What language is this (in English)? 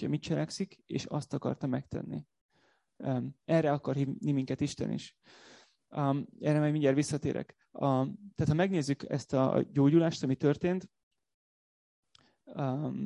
Hungarian